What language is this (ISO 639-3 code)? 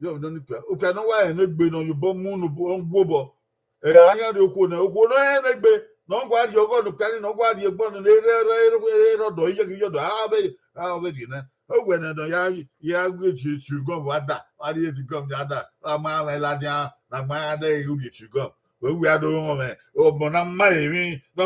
bin